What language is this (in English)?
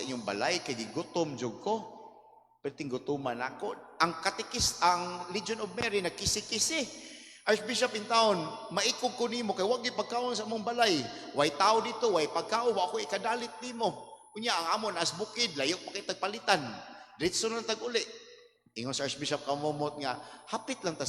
Cebuano